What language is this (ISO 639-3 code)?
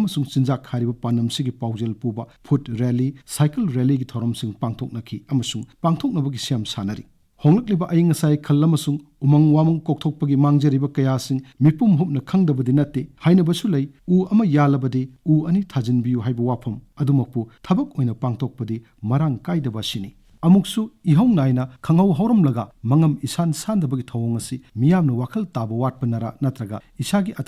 mni